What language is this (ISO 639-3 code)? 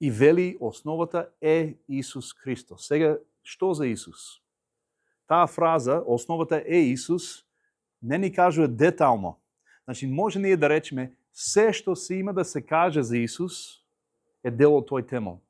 mkd